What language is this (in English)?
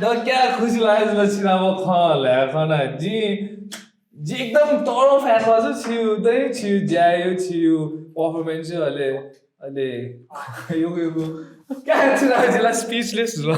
Newari